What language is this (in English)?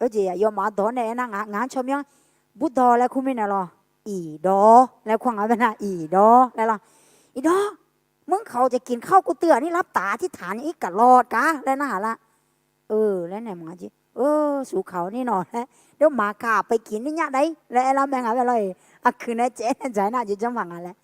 Akha